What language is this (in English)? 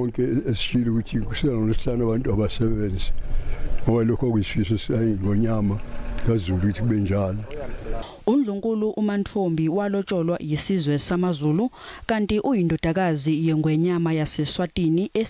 Zulu